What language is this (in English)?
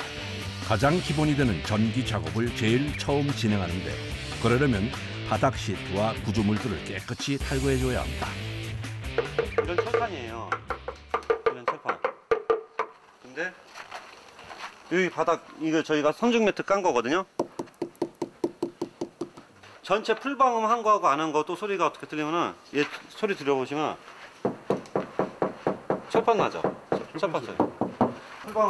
Korean